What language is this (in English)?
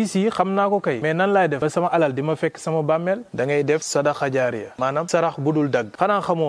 Wolof